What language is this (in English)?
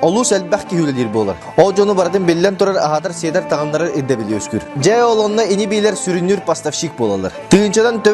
Yakut